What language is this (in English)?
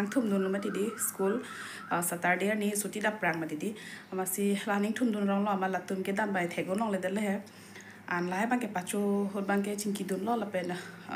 Karbi